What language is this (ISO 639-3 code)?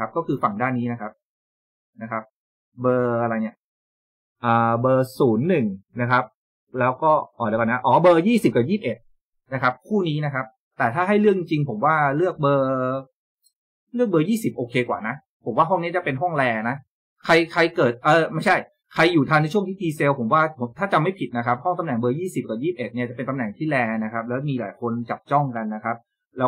tha